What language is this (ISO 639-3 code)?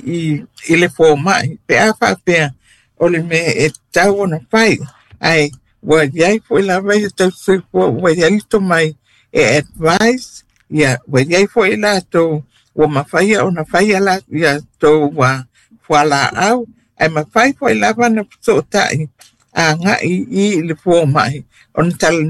smo